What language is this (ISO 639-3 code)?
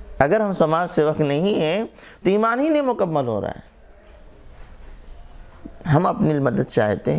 urd